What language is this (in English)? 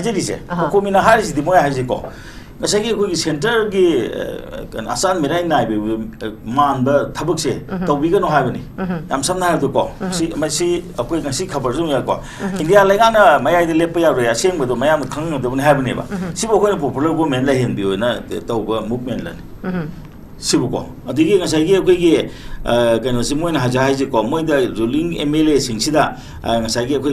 Manipuri